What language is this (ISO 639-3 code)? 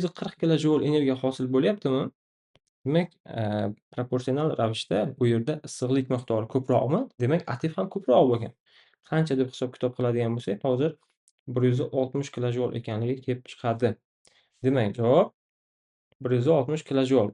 uzb